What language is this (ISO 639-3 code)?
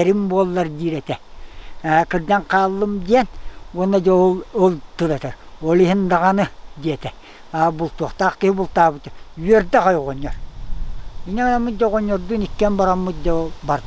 sah